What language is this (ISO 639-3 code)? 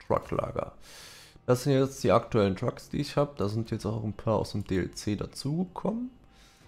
deu